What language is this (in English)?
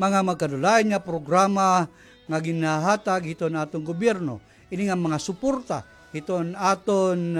Waray